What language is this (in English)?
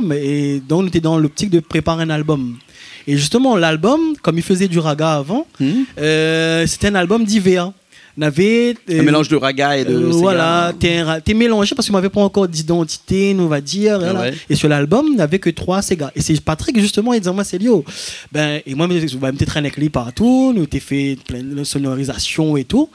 Réunion Creole French